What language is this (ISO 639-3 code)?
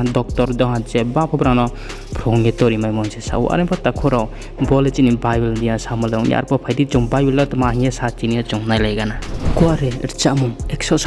ria